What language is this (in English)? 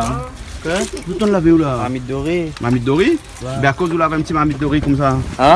Réunion Creole French